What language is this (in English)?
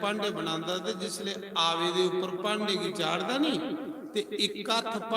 Dogri